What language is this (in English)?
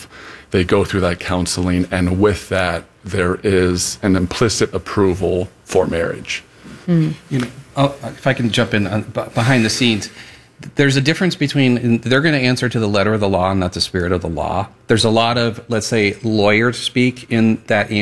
English